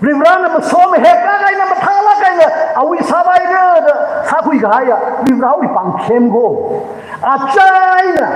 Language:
Tangkhul Naga (India)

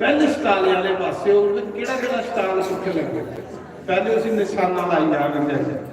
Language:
Dogri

